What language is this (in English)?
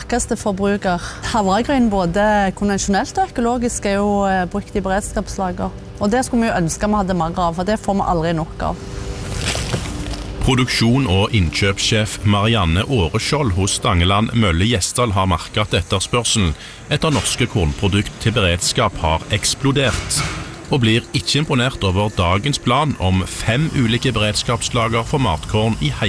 Norwegian